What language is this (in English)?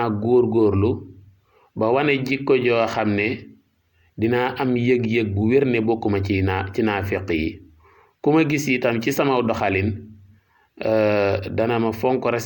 Wolof